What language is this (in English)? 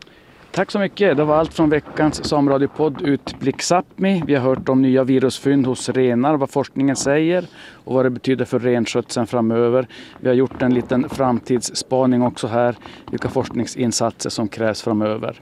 Swedish